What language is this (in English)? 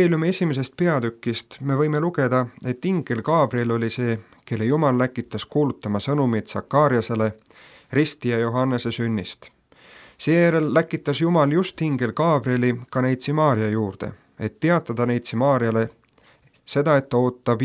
Estonian